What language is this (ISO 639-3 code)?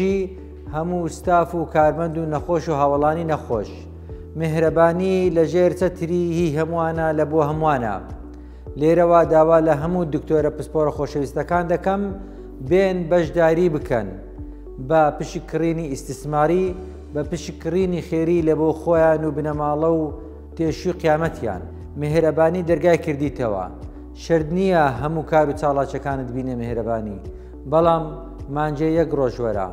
ckb